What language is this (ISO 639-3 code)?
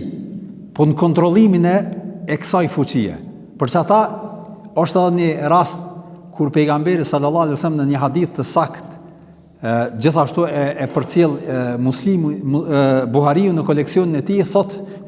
sqi